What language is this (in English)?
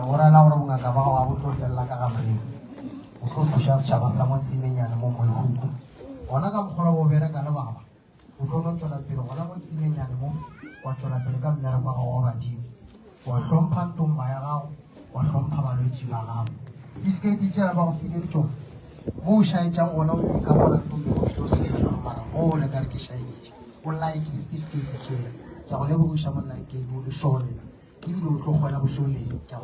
Northern Sotho